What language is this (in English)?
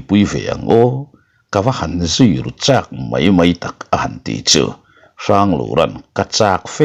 Mizo